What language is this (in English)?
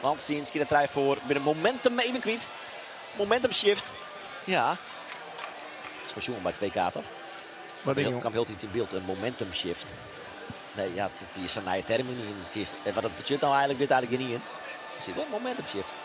Western Frisian